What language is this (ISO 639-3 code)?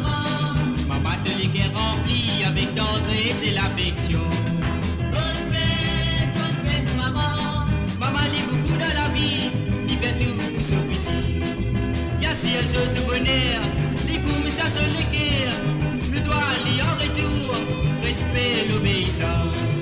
mfe